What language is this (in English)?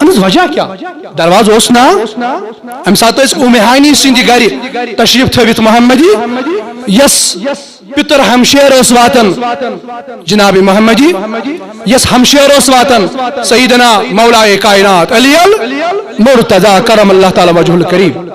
Kashmiri